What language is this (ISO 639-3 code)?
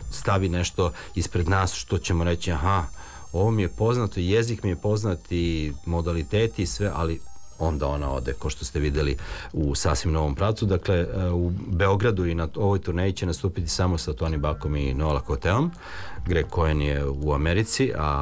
srp